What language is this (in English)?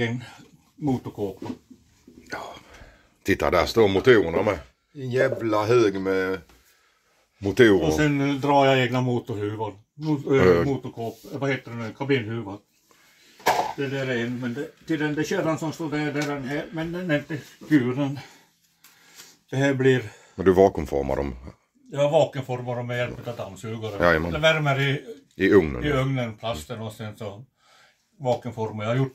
Swedish